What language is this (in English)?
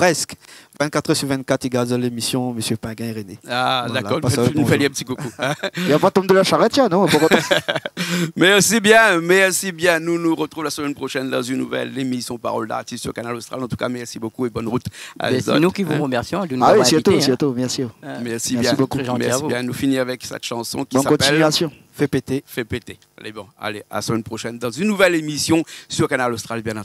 Réunion Creole French